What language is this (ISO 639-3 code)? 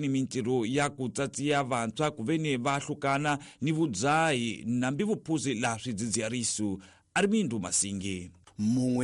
tso